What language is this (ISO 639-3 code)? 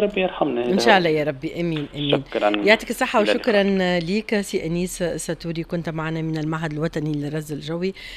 aeb